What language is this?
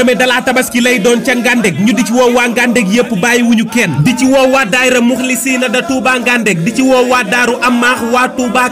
Wolof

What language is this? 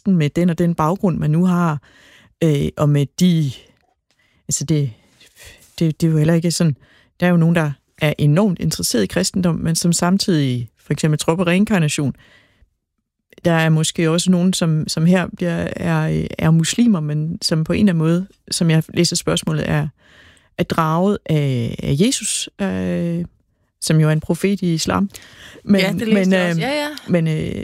Danish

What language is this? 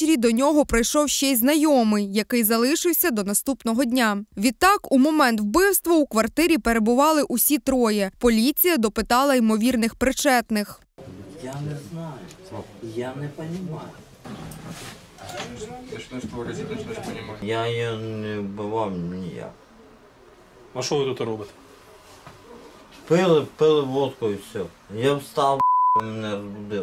Ukrainian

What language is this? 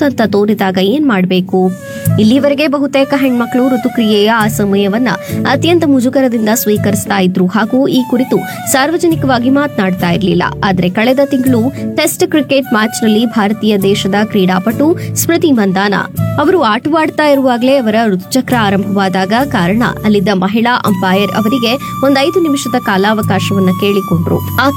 Kannada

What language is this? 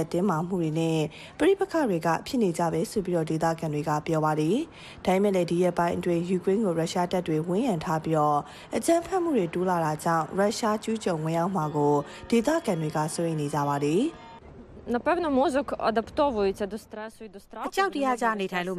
Burmese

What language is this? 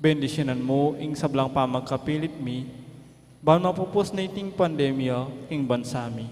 Pampanga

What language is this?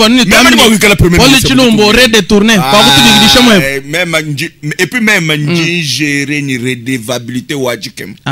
Luba-Lulua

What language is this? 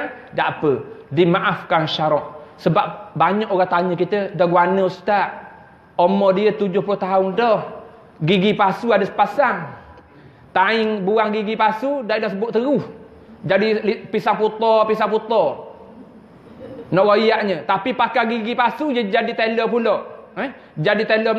Malay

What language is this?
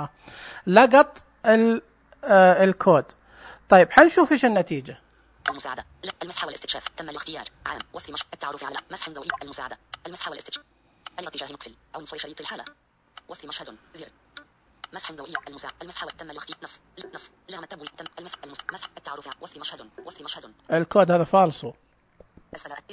Najdi Arabic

